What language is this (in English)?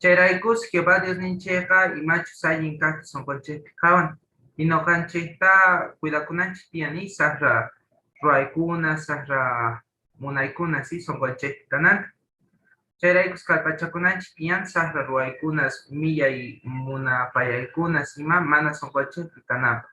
South Bolivian Quechua